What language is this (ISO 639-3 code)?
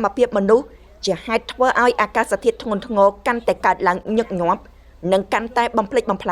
khm